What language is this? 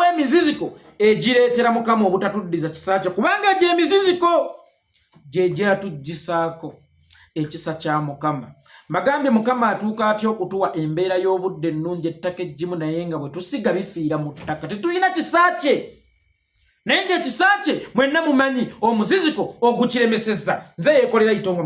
Ganda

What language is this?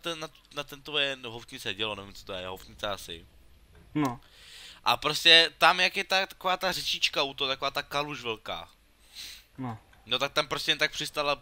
Czech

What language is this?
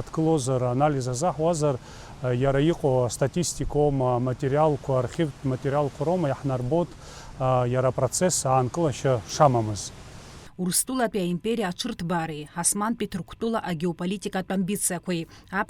Abkhazian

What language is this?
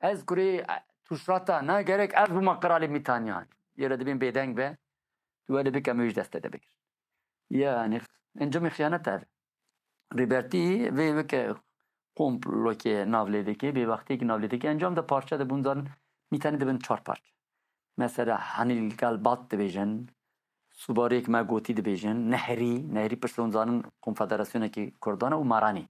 Kurdish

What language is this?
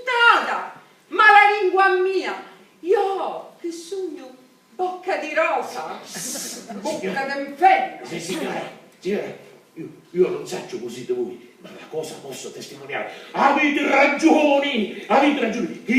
Sicilian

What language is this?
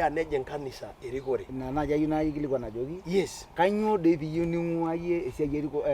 Masai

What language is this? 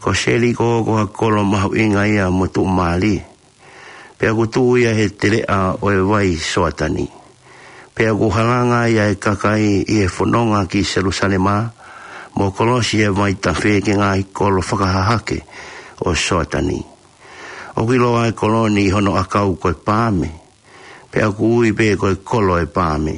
Tongan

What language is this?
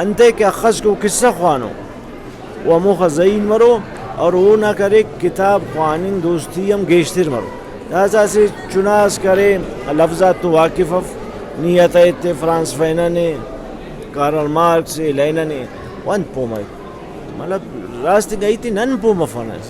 Brahui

